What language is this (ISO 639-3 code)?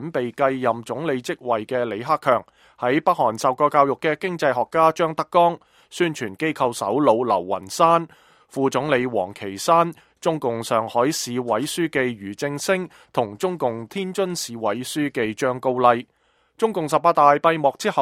yue